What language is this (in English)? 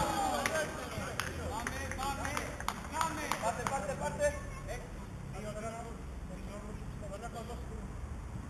Greek